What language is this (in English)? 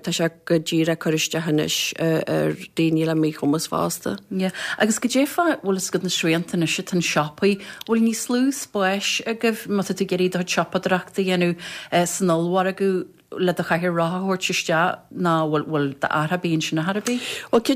Irish